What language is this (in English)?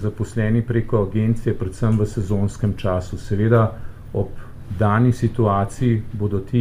Slovenian